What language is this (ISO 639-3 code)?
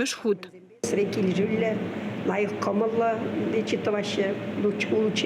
chv